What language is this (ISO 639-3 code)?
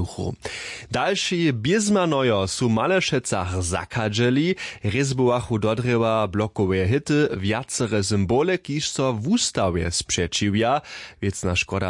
hsb